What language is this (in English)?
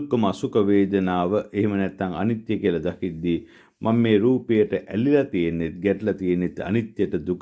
Sinhala